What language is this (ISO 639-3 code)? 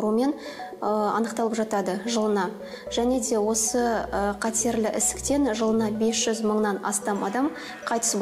kaz